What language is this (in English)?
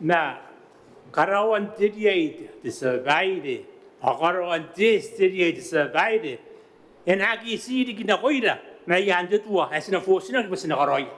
Gilbertese